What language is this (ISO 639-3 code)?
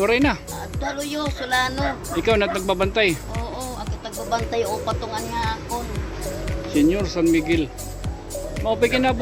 war